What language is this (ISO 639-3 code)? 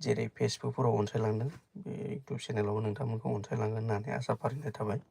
brx